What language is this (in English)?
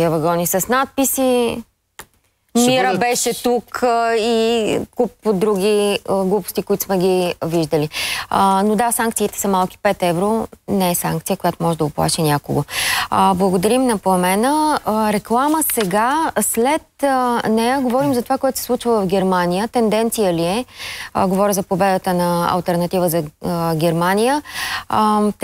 Bulgarian